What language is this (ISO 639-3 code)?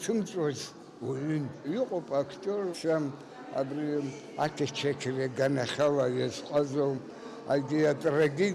abk